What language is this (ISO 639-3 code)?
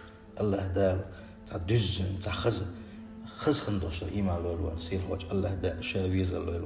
che